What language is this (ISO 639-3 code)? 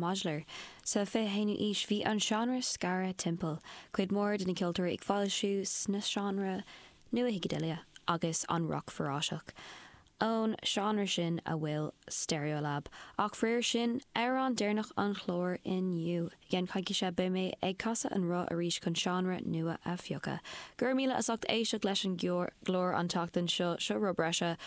gle